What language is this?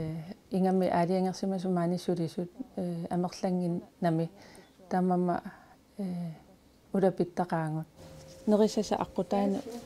Kalaallisut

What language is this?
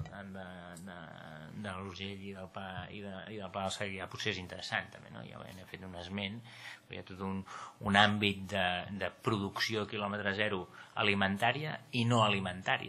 Catalan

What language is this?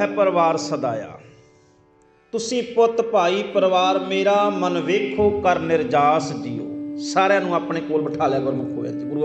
Punjabi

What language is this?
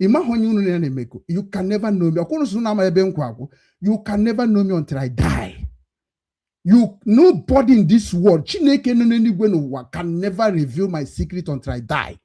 Igbo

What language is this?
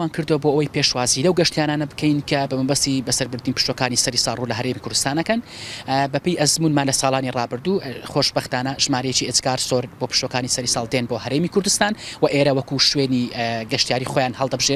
Central Kurdish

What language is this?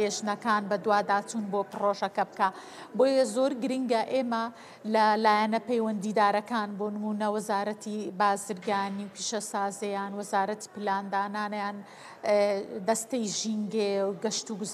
Central Kurdish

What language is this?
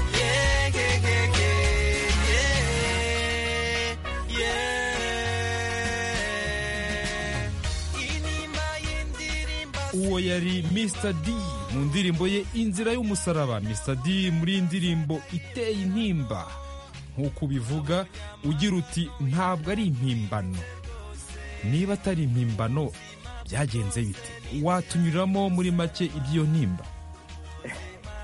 Kinyarwanda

